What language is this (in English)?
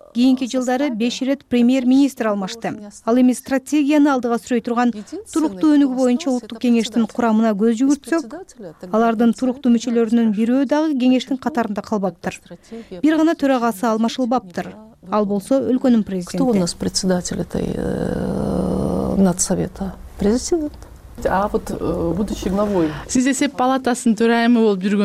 Kyrgyz